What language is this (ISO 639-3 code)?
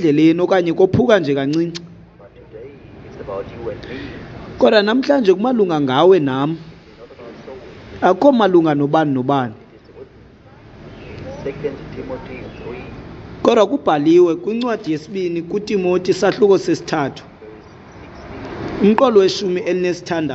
xho